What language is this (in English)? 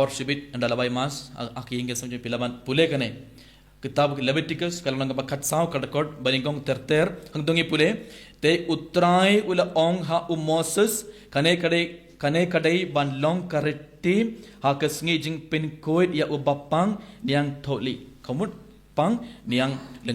Khasi